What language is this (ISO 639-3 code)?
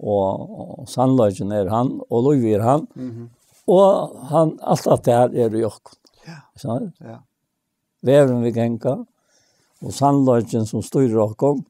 fao